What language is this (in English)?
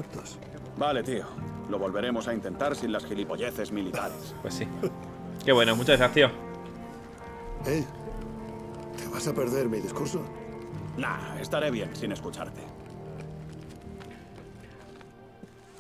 Spanish